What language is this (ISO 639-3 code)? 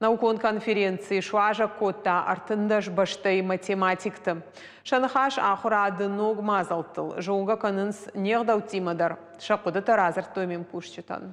oss